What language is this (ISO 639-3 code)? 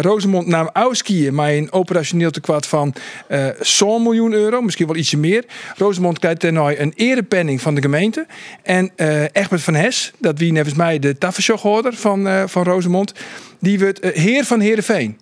fry